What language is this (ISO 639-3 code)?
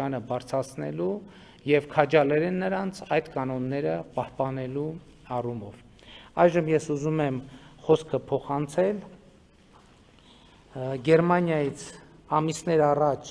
hye